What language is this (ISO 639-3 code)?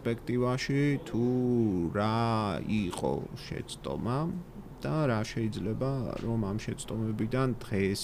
kat